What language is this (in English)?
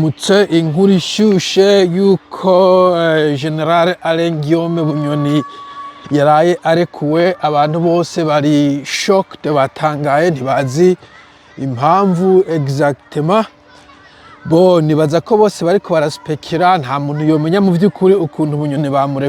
Rundi